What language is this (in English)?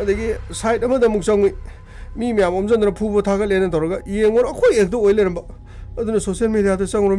Manipuri